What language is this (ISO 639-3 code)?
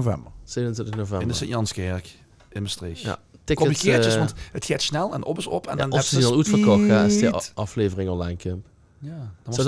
lim